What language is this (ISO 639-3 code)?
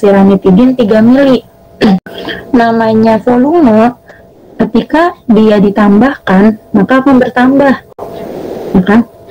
ind